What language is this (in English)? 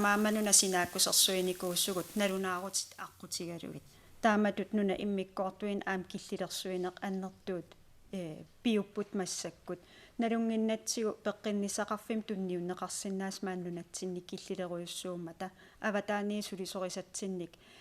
Kalaallisut